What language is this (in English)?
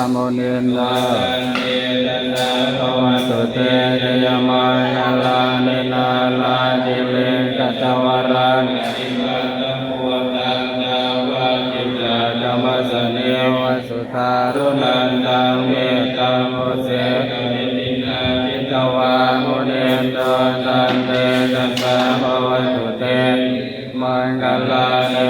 Pali